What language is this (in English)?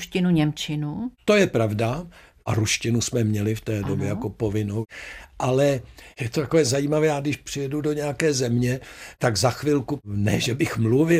Czech